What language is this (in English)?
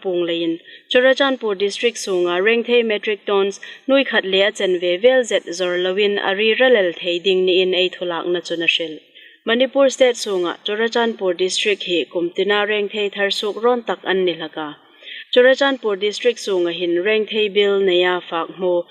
Hmar